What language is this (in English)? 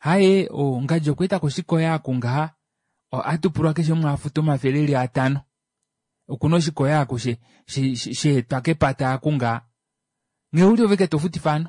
Kuanyama